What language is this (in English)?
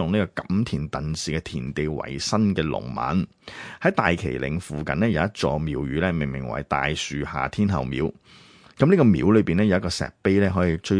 Cantonese